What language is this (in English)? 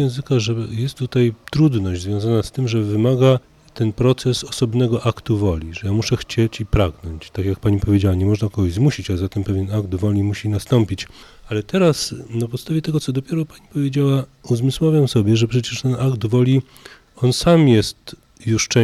Polish